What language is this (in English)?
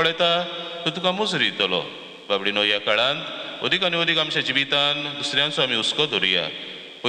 Konkani